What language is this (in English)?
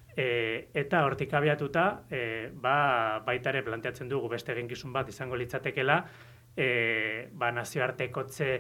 Basque